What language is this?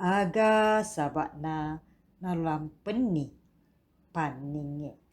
Buginese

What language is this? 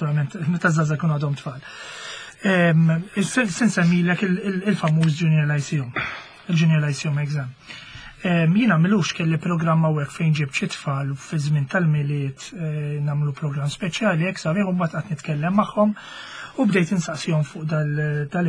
Maltese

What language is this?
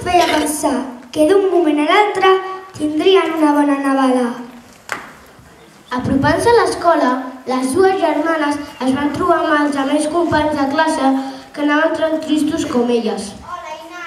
Catalan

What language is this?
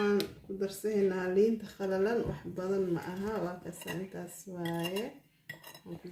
Somali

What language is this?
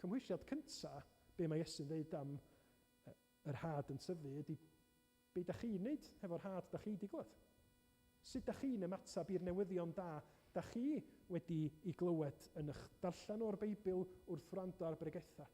Welsh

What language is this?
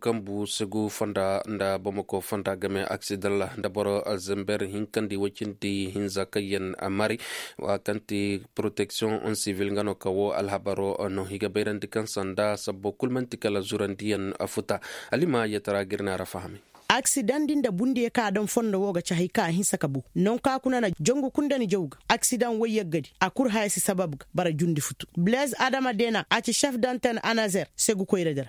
Koyraboro Senni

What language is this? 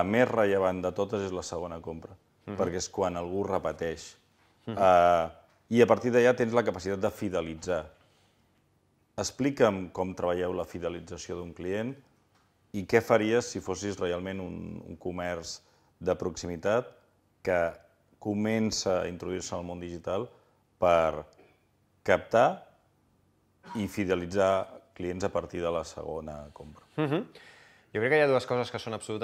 Catalan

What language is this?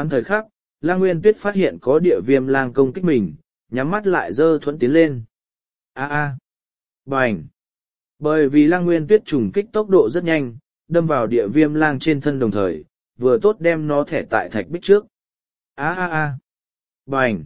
Vietnamese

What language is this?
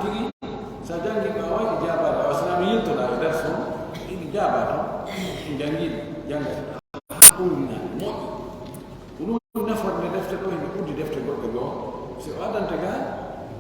Pular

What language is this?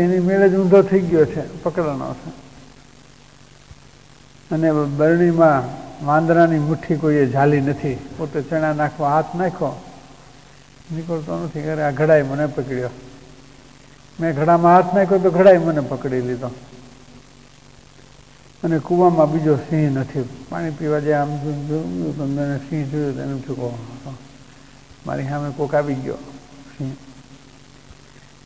Gujarati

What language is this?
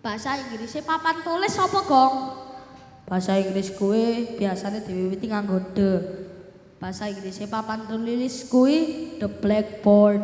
Javanese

